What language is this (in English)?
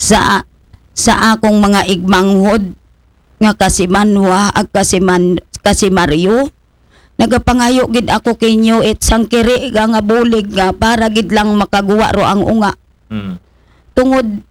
Aklanon